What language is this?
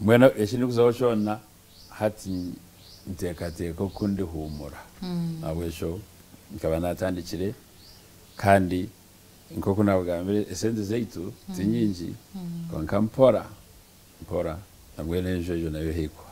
Nyankole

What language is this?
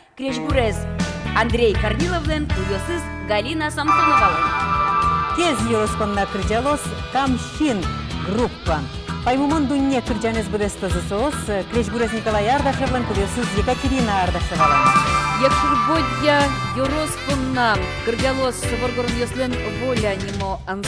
Udmurt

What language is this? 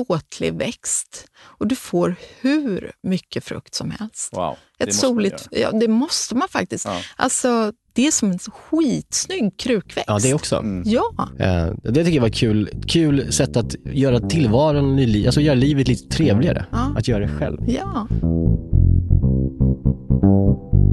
Swedish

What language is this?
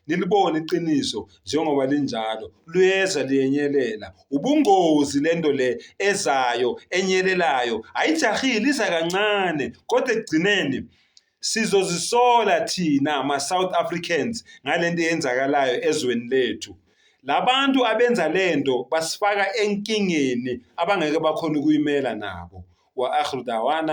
Zulu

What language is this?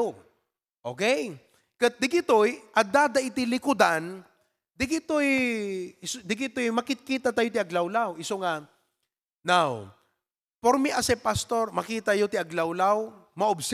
Iloko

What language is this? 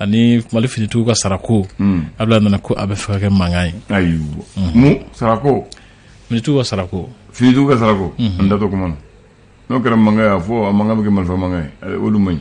Bambara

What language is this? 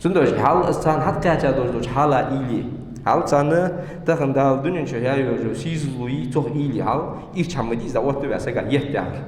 Ingush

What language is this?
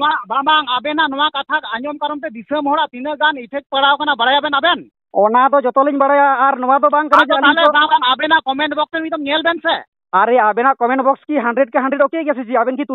Santali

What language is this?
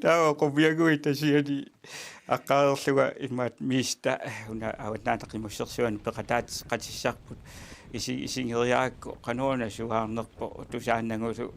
Kalaallisut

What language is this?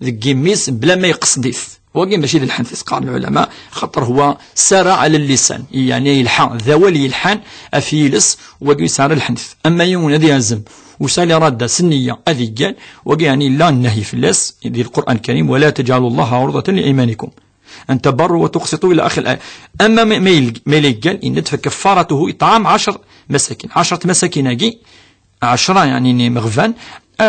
Kabyle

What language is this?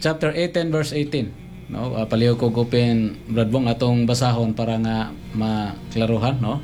Cebuano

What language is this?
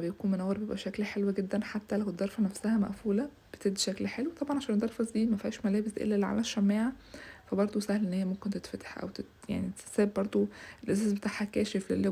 Egyptian Arabic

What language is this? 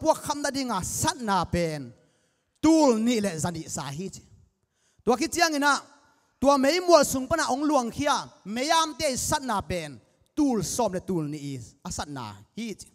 Tedim Chin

